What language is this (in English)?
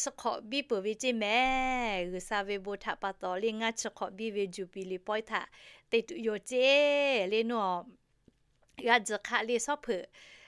Lahu